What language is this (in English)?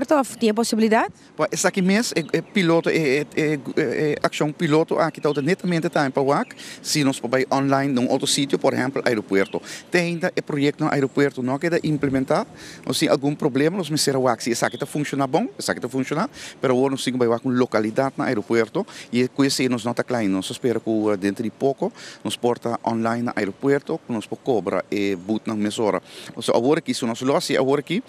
Papiamento